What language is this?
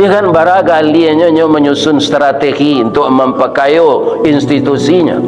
Minangkabau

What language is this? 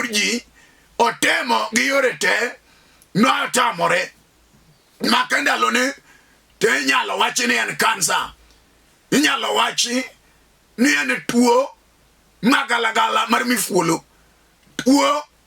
Luo (Kenya and Tanzania)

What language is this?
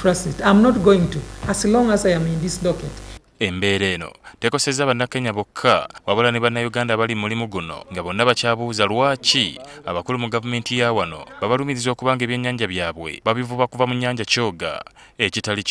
Ganda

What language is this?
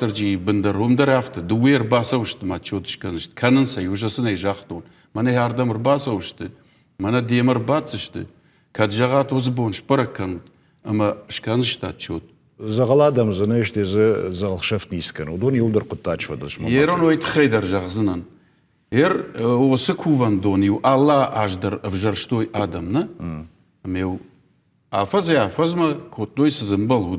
Ossetic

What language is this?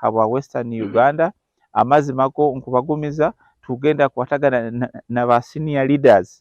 Nyankole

